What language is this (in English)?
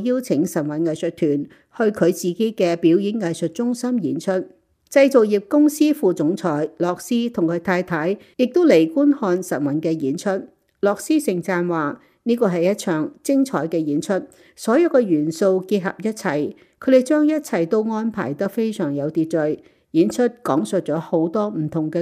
Cantonese